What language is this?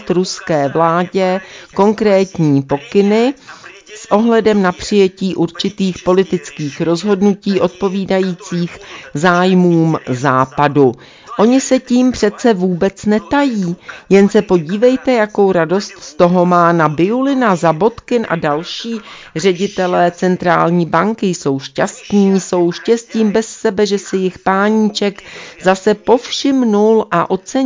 Czech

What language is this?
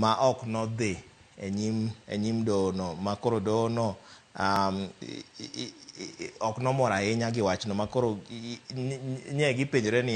Luo (Kenya and Tanzania)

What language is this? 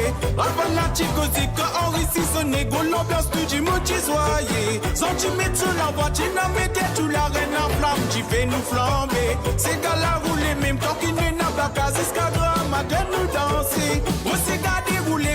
Morisyen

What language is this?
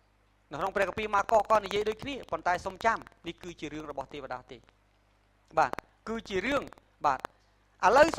Khmer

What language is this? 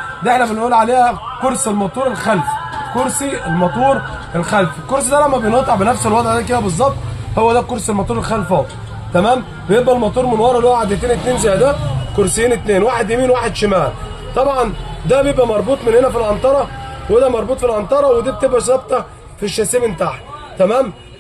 Egyptian Arabic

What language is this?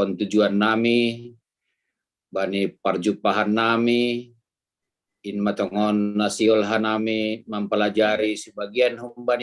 Batak Simalungun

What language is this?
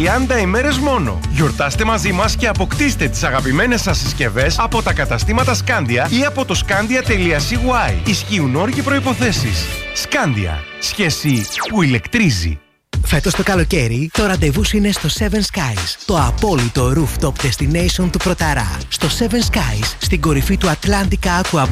Greek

